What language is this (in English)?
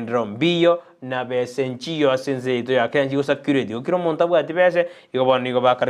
Gusii